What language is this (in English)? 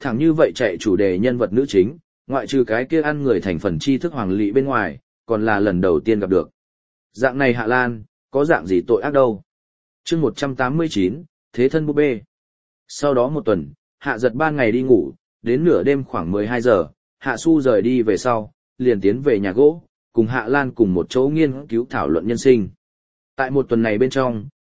Vietnamese